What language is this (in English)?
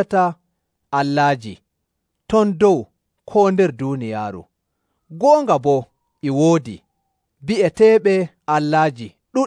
Nigerian Fulfulde